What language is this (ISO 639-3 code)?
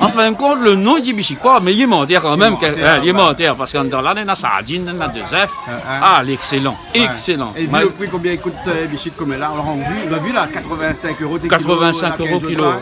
rcf